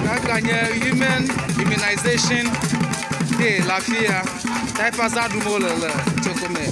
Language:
Ewe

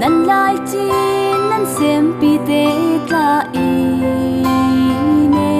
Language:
Falam Chin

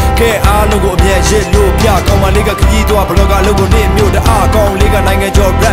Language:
Burmese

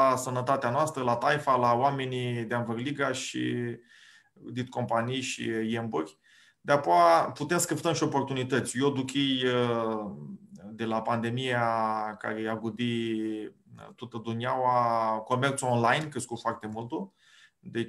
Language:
Aromanian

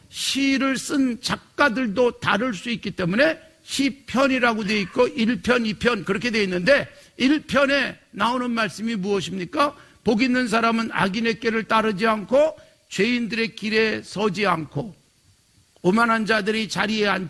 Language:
Korean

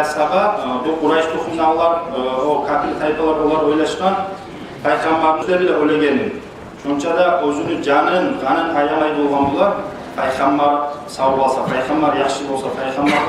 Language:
Kumyk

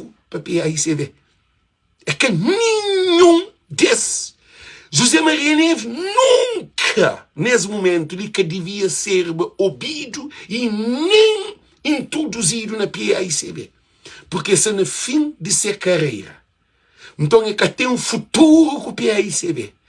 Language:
Kabuverdianu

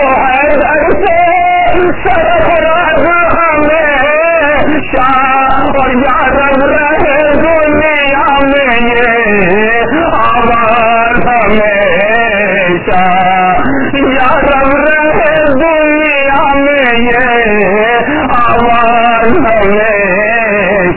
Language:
Urdu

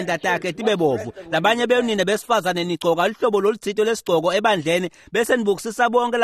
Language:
Swati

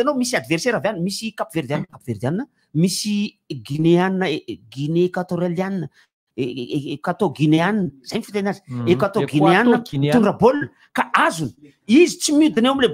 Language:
Malagasy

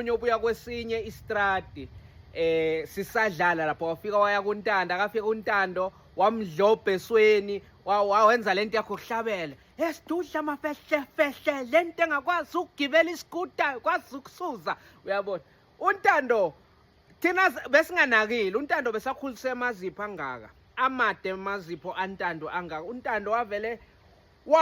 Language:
Zulu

